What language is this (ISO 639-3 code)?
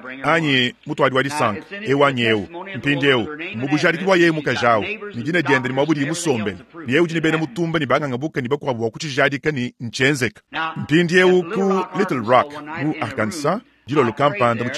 lua